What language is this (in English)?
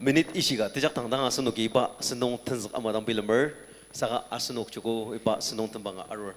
Ao Naga